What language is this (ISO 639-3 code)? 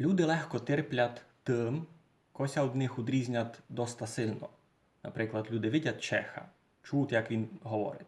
rue